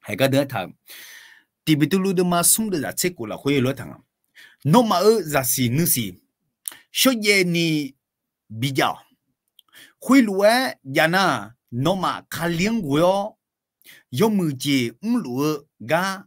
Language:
Akha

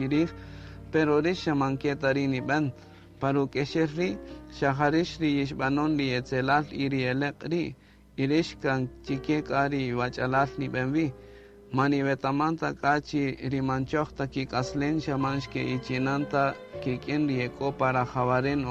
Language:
Kaqchikel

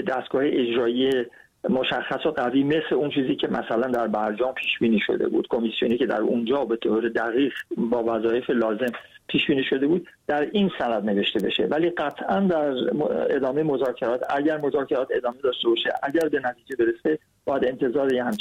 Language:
Persian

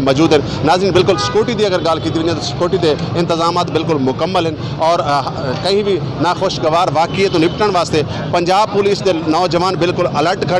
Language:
Saraiki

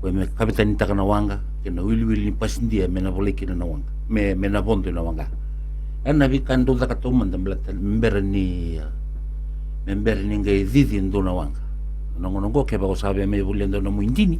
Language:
Fijian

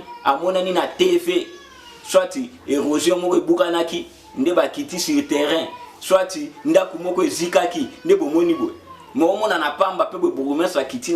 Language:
Lingala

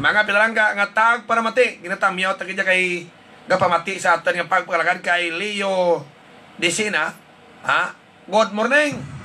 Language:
Hiligaynon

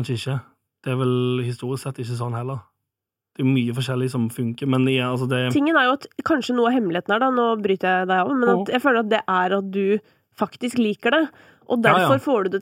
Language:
Norwegian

